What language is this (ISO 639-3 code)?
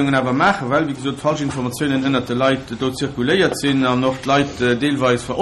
ltz